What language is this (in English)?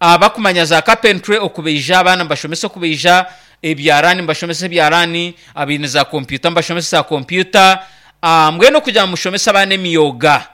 Nyankole